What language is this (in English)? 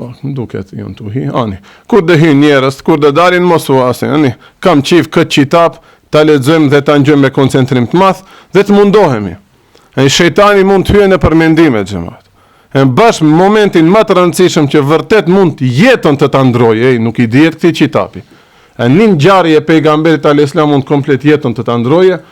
Albanian